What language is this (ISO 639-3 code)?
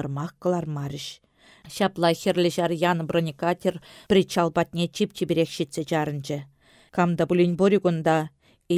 chv